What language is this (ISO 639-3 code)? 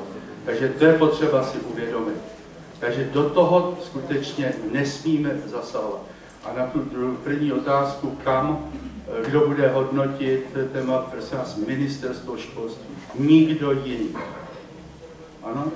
ces